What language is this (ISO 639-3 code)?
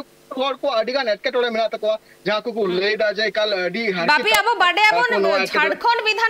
sat